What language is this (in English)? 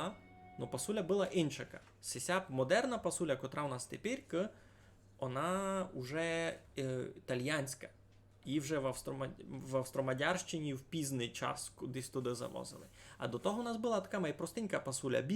Rusyn